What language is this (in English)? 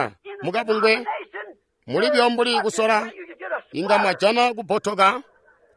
Tonga (Zambia)